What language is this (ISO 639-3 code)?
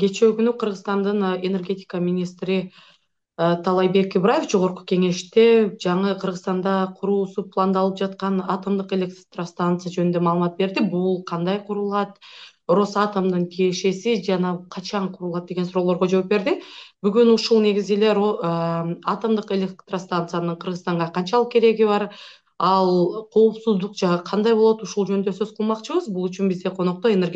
kir